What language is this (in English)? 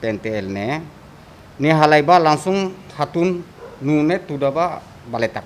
Tetum